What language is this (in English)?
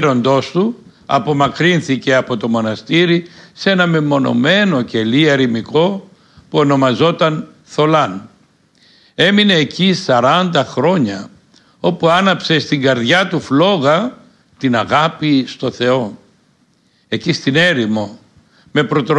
Greek